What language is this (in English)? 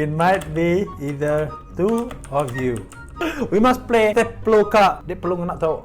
Iban